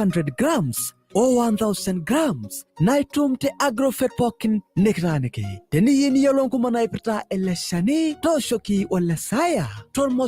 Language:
Masai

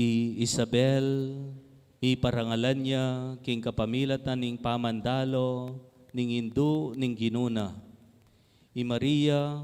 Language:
Pampanga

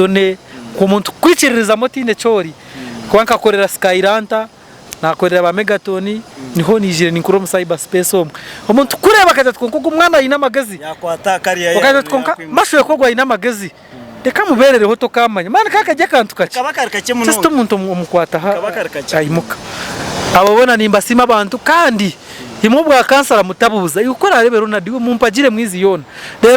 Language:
Nyankole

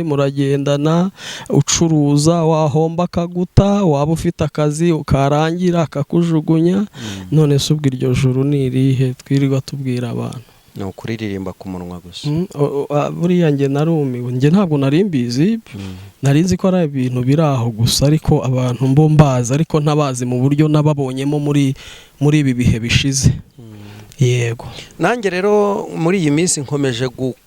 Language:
Kinyarwanda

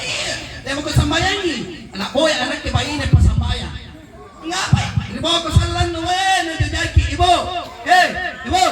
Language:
Makasar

